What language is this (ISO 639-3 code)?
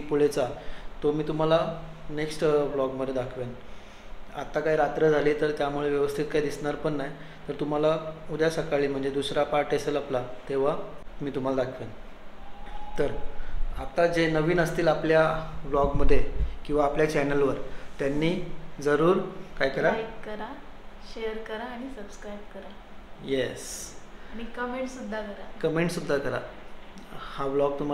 mar